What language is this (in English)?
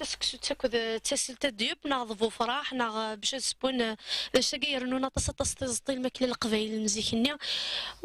Kabyle